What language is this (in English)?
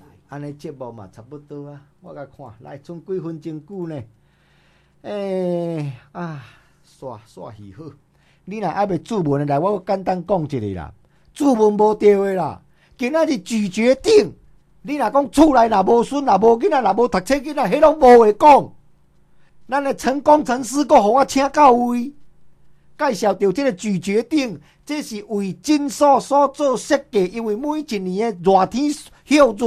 Min Nan Chinese